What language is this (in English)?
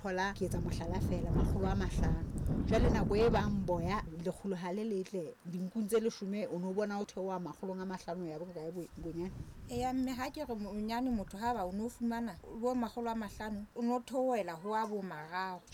Southern Sotho